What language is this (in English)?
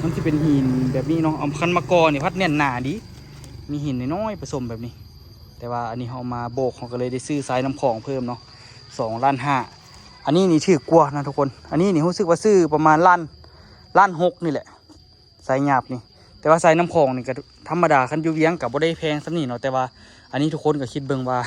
Lao